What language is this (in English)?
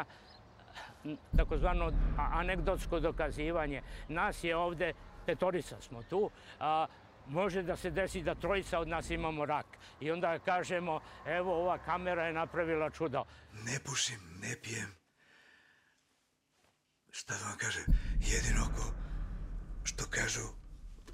Serbian